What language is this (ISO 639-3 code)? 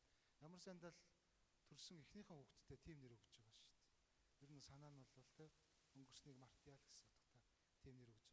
mon